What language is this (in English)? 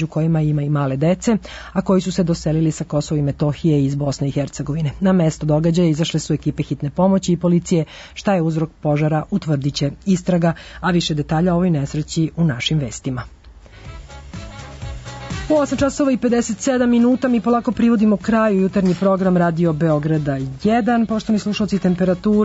Serbian